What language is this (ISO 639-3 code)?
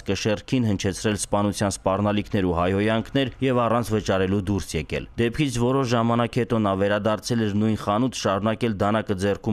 hye